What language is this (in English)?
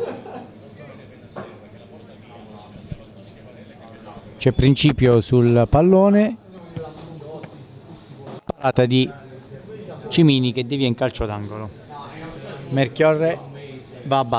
Italian